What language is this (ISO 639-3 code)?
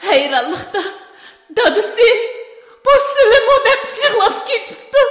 uig